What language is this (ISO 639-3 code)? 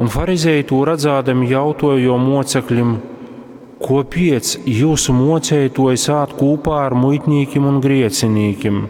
ltg